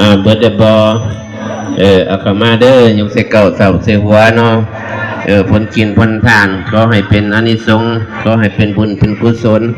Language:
Lao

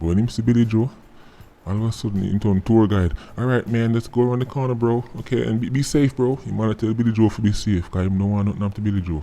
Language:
Jamaican Creole English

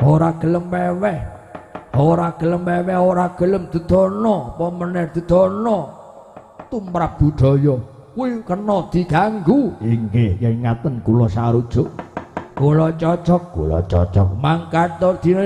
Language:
Javanese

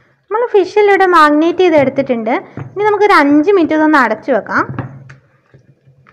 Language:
Malayalam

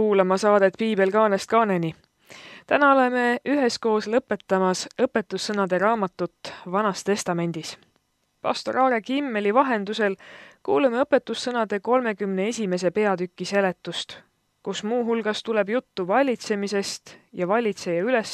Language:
Estonian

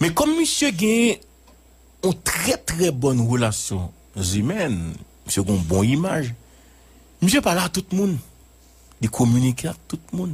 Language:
Haitian Creole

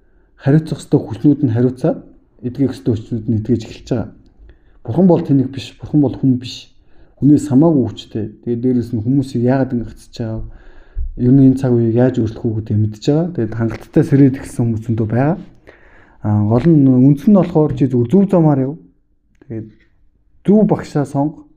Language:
Mongolian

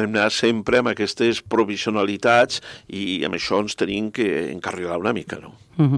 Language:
Catalan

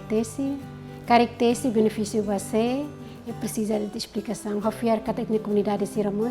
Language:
Tetum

